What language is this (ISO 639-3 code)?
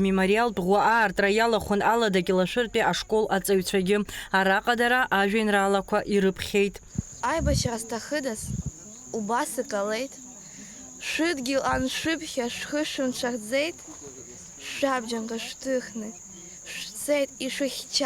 abk